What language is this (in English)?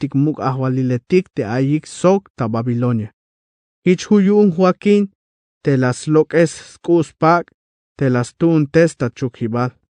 Tzeltal